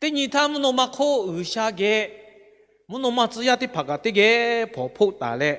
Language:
Lahu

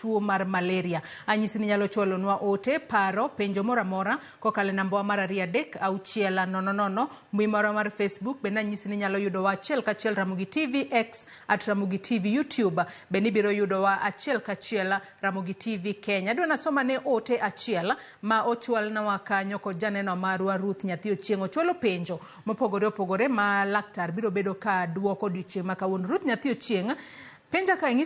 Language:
Luo (Kenya and Tanzania)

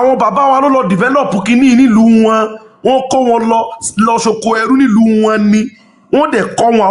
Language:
Yoruba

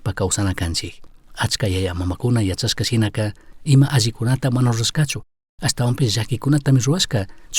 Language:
Chimborazo Highland Quichua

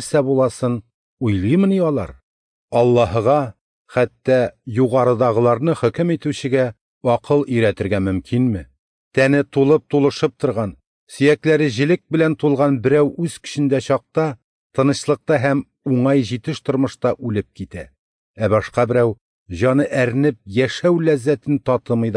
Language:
Tatar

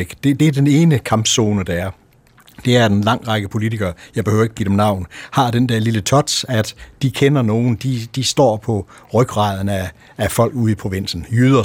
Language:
Danish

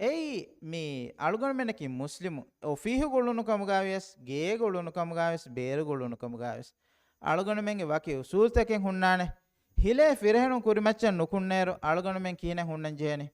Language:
Divehi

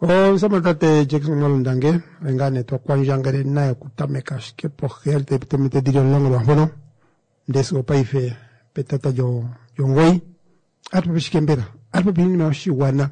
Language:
Kuanyama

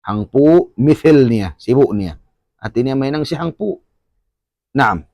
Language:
Tausug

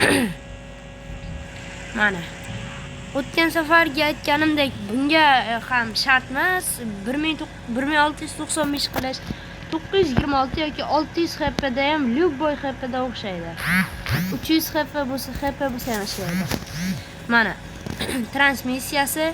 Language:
Uzbek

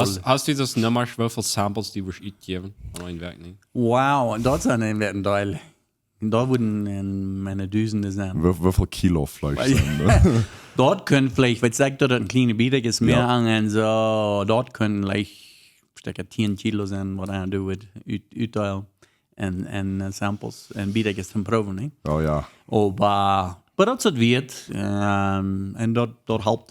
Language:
Plautdietsch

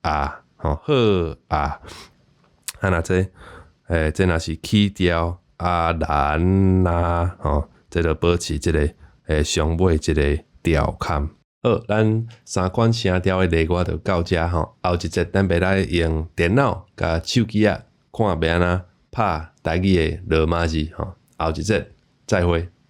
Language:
Min Nan Chinese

